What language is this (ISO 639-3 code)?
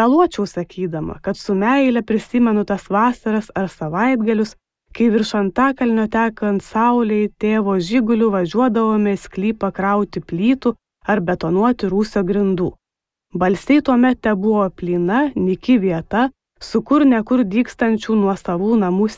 lit